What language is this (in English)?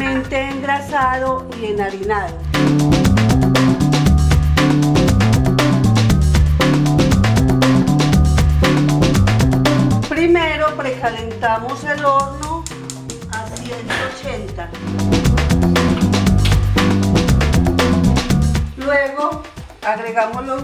Spanish